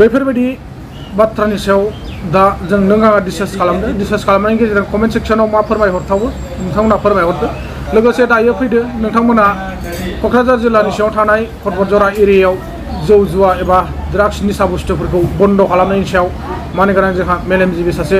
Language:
Bodo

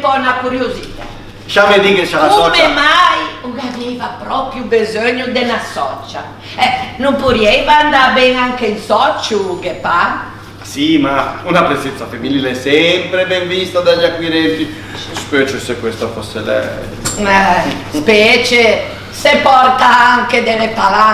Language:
Ligurian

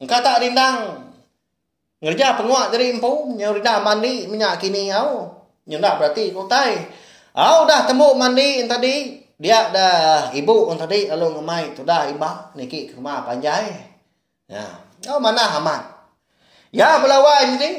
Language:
Iban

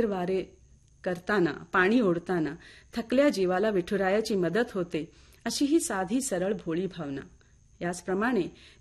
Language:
Marathi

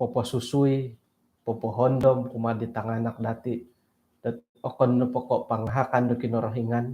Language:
Central Dusun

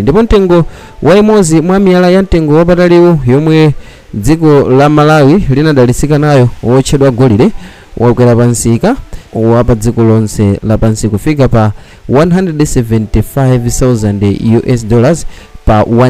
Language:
Nyanja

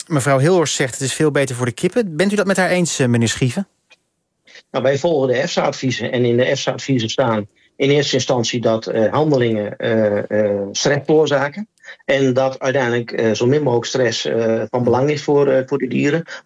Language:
Dutch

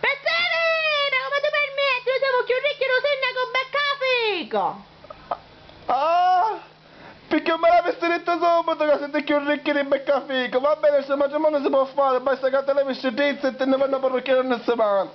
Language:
Sicilian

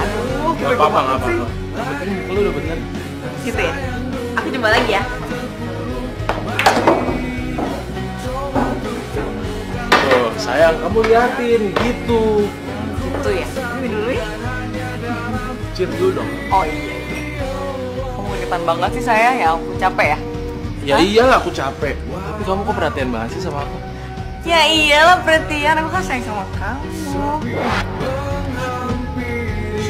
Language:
Indonesian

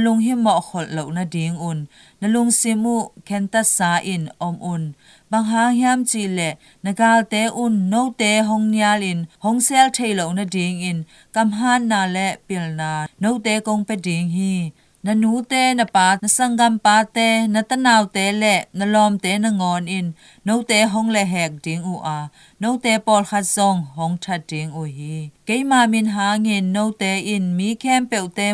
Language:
Tedim Chin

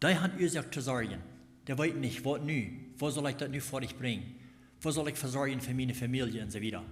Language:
Plautdietsch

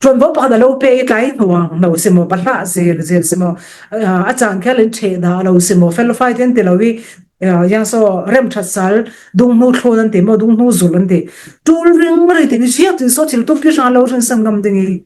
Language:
Falam Chin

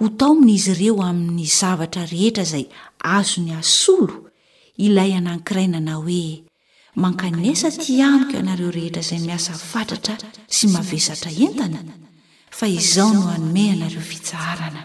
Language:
Malagasy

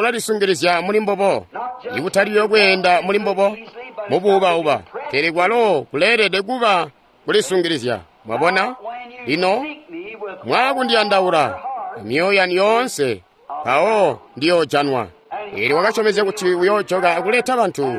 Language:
Tonga (Zambia)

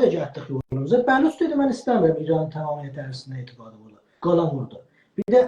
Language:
South Azerbaijani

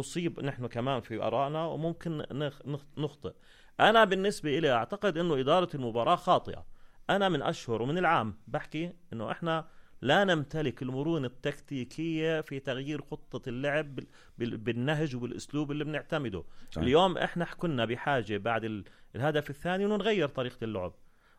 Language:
North Levantine Arabic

